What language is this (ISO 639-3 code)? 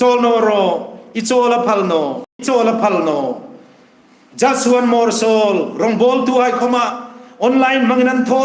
hmr